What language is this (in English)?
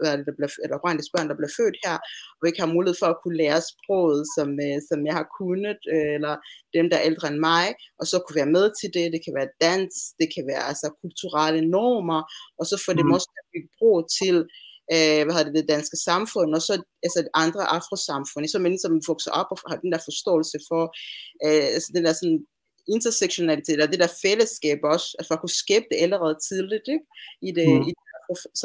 Danish